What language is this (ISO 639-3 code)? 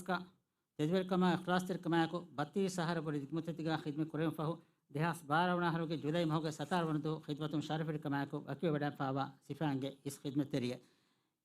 div